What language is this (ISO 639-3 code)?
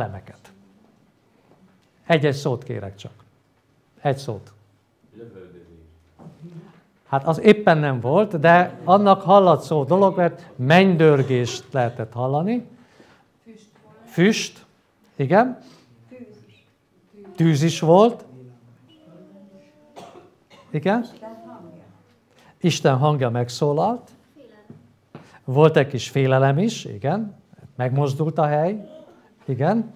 hun